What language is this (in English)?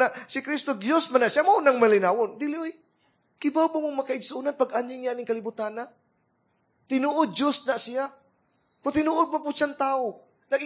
Cebuano